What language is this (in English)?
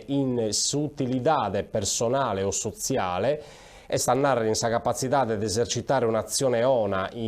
Sardinian